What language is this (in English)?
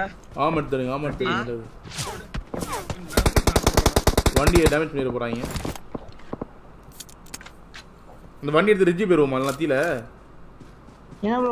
Tamil